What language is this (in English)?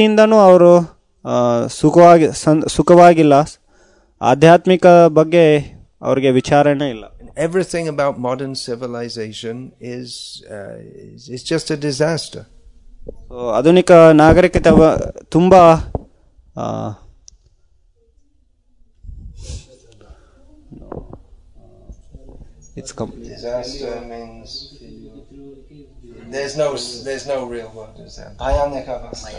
Kannada